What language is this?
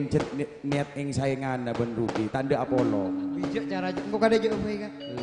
Madurese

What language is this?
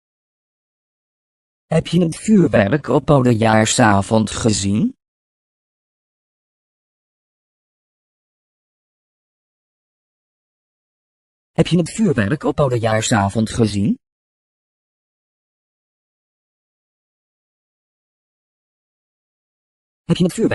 Dutch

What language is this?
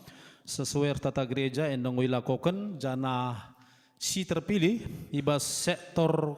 Batak Karo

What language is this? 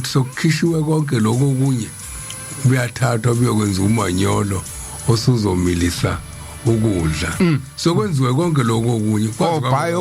Zulu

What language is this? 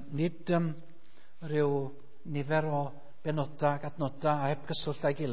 Welsh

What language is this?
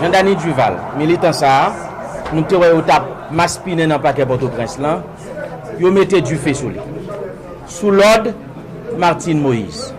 Haitian Creole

